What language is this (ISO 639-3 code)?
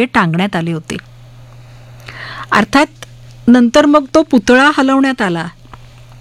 mar